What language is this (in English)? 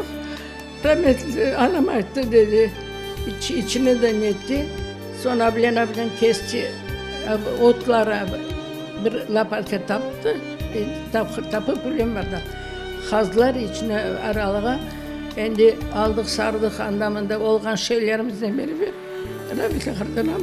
Crimean Tatar